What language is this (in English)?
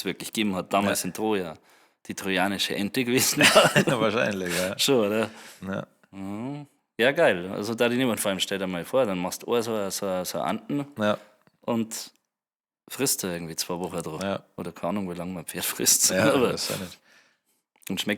Bavarian